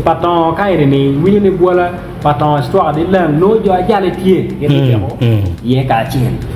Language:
Acoli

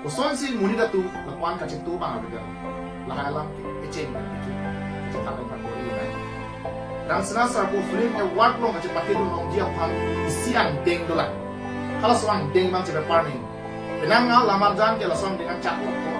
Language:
Karbi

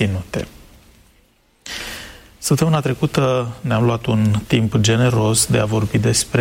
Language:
Romanian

